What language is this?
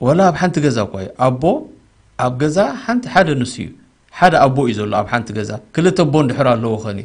Tigrinya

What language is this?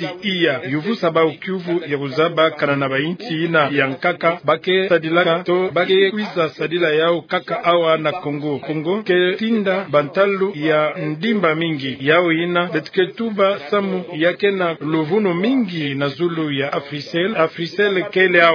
Kituba (Democratic Republic of Congo)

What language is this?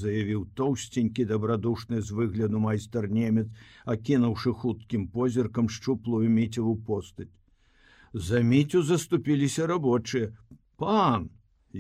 Belarusian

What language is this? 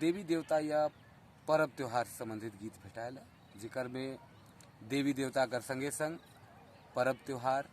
Sadri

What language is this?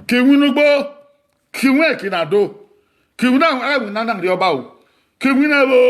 Bini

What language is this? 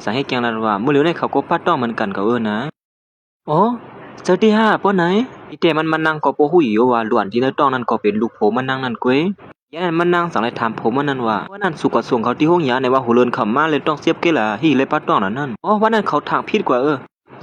Shan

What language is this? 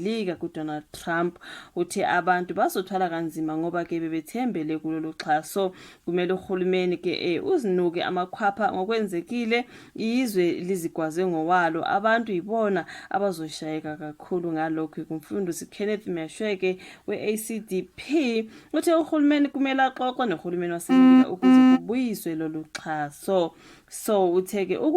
Zulu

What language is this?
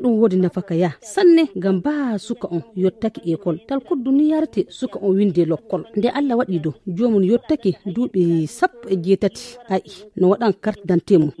Nigerian Fulfulde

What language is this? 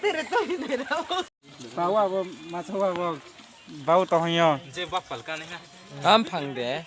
Riang (India)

